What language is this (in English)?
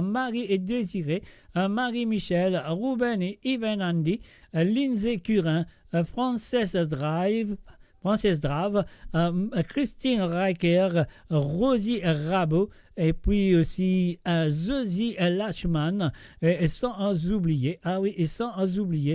Morisyen